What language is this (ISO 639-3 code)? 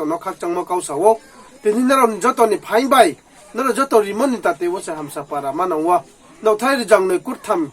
ria